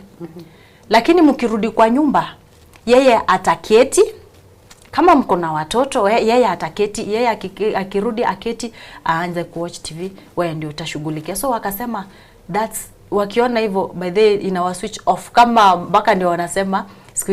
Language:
Gusii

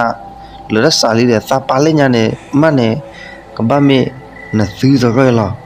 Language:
S'gaw Karen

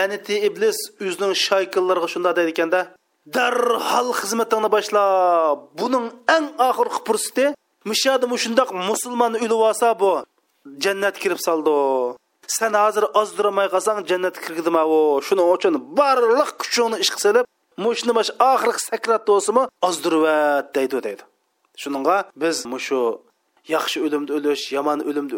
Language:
Uyghur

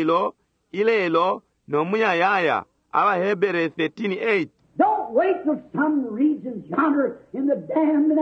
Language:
Bemba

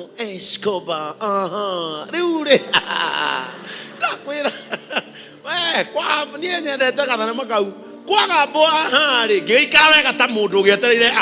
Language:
Kikuyu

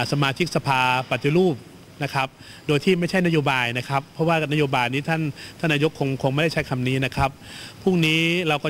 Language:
Thai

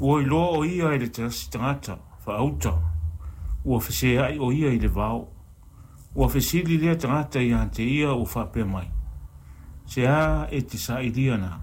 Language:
Samoan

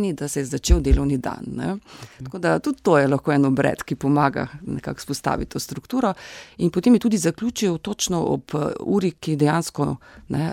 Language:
Slovenian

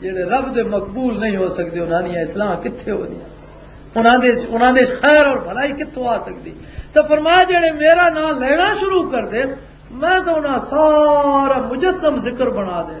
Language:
Western Panjabi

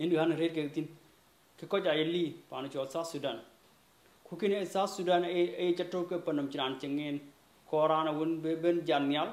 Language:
Dinka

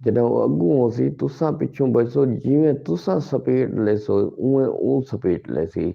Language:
Saraiki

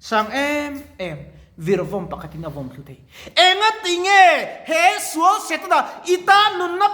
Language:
Mizo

